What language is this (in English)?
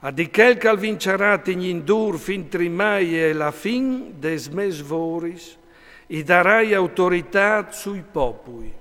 Friulian